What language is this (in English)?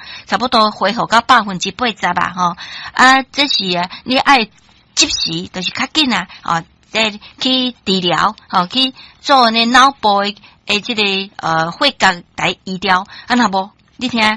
Min Nan Chinese